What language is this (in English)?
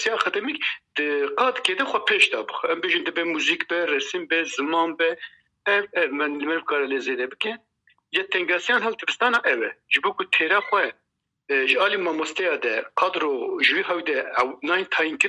Kurdish